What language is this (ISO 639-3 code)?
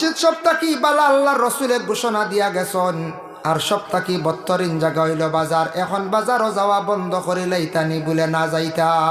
syl